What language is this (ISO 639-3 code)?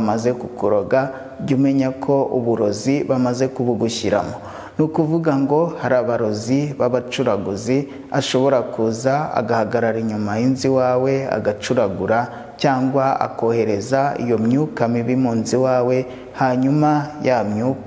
kin